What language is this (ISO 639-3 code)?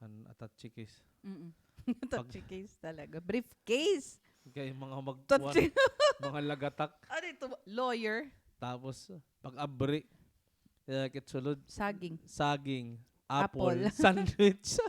war